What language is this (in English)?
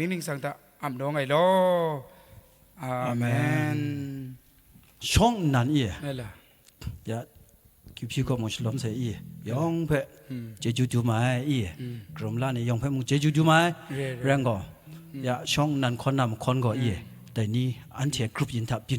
Kachin